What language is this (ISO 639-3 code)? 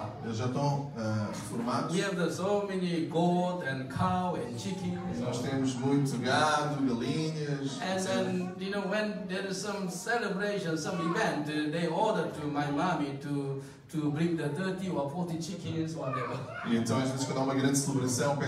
por